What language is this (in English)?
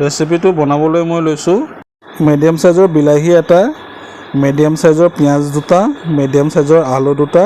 Assamese